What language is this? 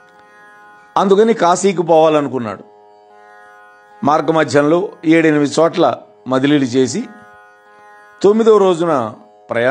Telugu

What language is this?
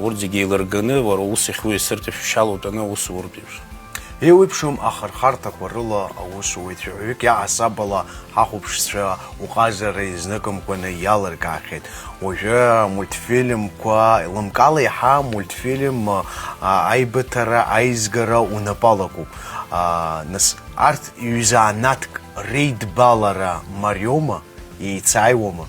Abkhazian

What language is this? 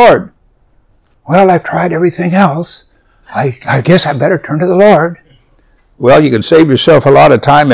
English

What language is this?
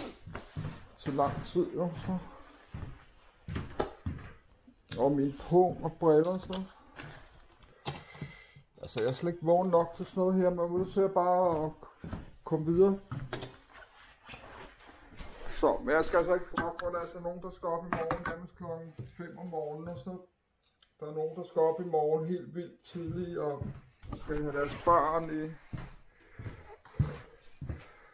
Danish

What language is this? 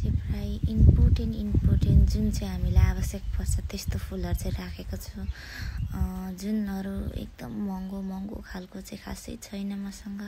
Nepali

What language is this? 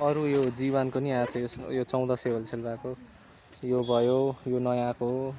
Nepali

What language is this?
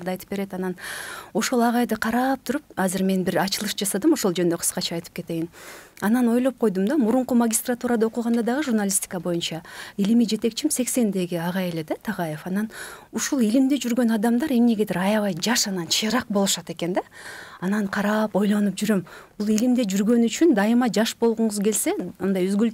Kyrgyz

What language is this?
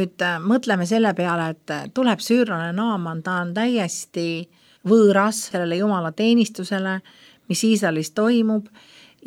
Estonian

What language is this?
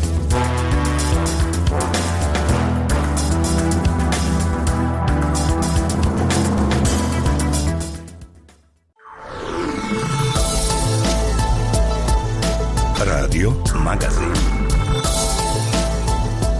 Croatian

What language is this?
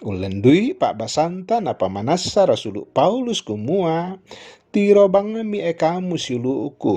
Toraja-Sa'dan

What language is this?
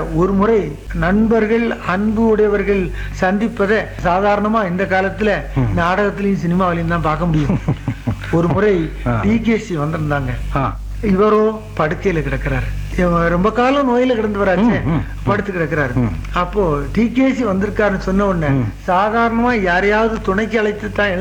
Tamil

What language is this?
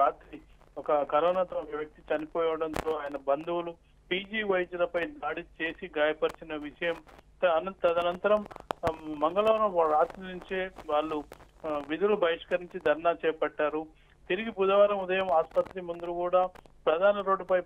Telugu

